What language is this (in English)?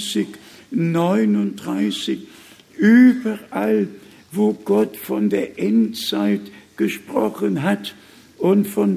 German